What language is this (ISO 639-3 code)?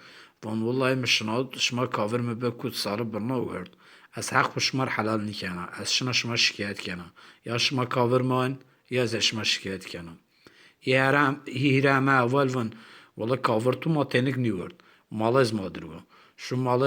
zza